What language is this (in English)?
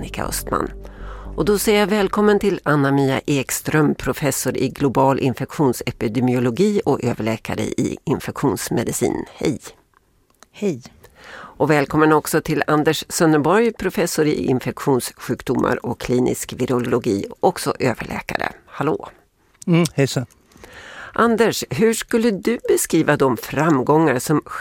Swedish